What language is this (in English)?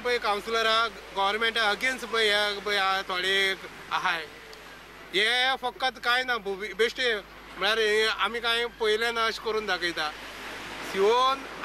Konkani